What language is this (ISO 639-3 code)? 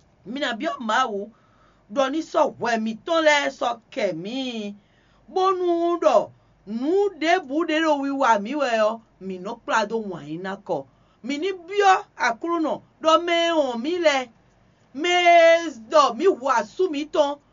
fon